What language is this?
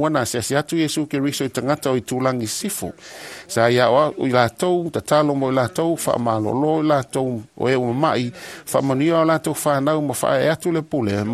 Samoan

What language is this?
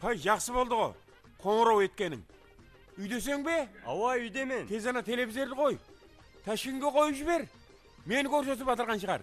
Kara-Kalpak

